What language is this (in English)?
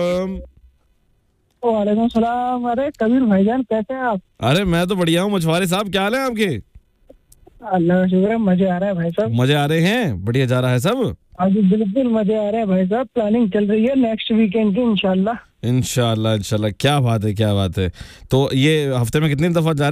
Hindi